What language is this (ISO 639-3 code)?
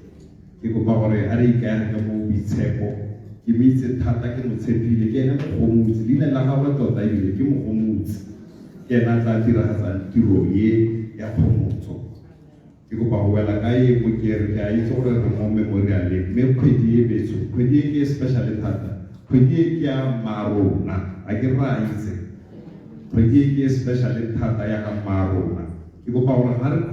tsn